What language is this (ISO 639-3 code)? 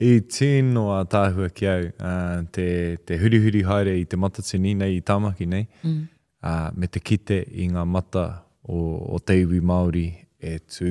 mri